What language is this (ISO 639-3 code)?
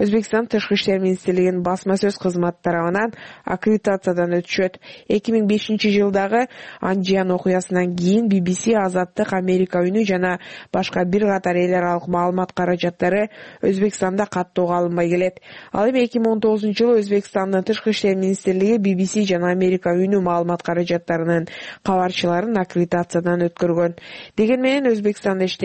kir